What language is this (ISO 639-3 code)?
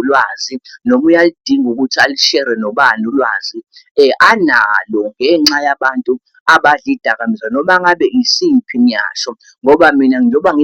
zul